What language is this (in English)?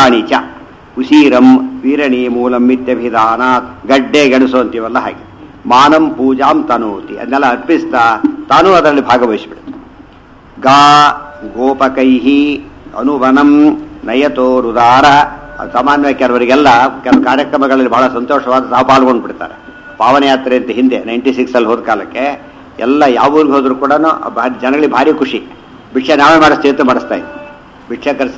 Kannada